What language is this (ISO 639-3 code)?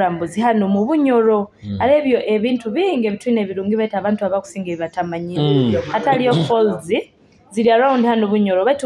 nyo